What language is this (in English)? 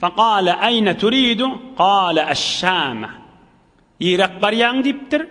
Turkmen